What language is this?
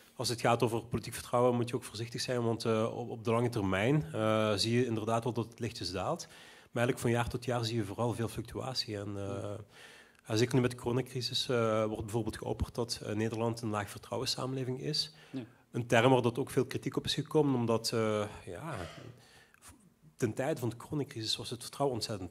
Dutch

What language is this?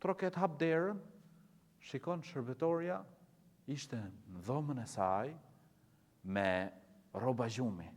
Albanian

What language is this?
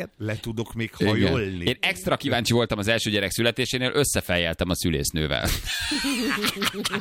Hungarian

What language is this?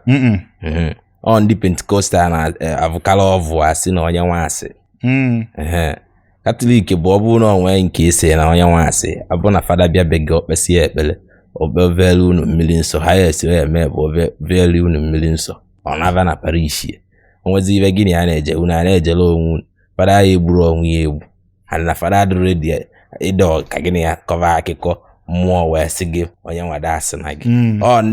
Igbo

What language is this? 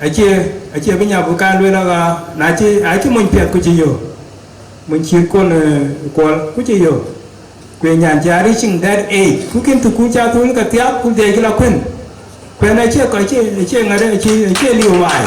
Dinka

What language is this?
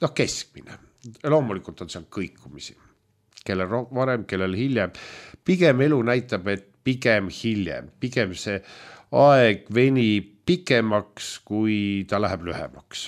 Estonian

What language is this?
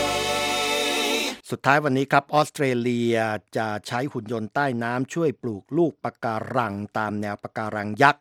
Thai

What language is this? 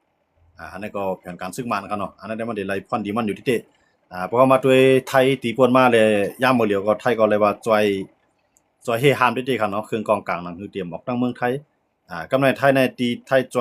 Shan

